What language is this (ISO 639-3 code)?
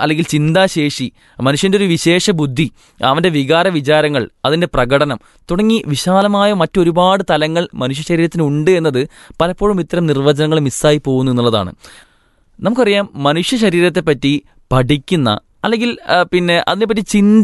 mal